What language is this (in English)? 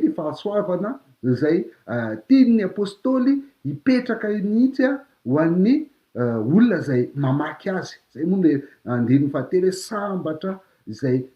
Malagasy